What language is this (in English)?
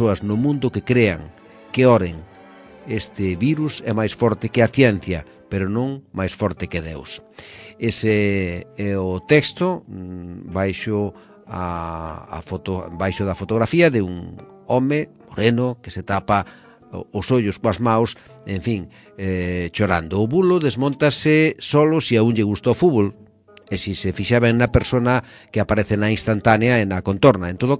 Galician